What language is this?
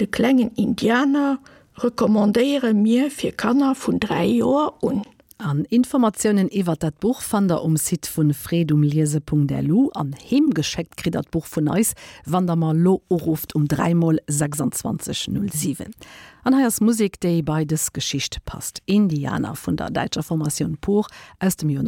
Luxembourgish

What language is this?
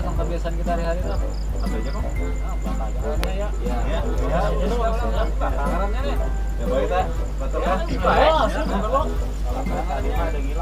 Banjar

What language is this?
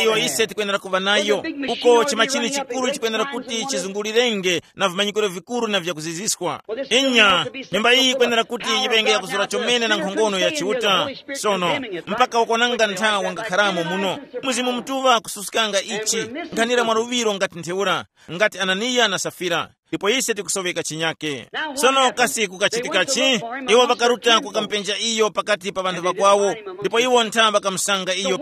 Tumbuka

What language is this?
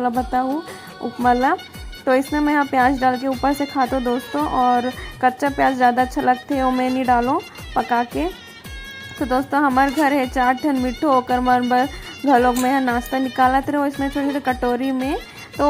Chhattisgarhi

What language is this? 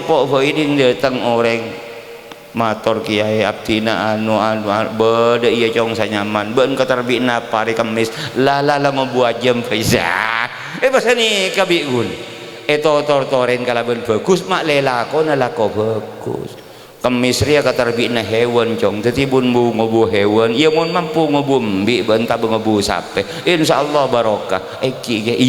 Madurese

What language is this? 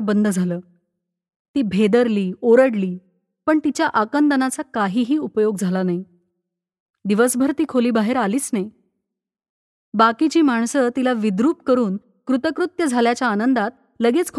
Marathi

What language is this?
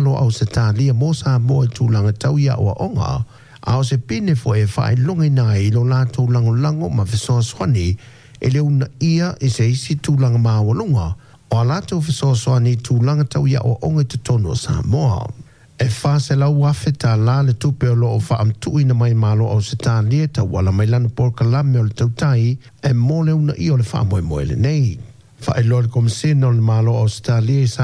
Samoan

